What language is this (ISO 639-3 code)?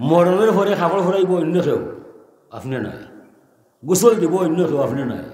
syl